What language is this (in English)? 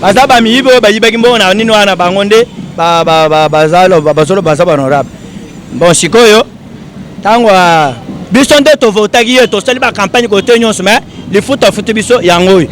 Lingala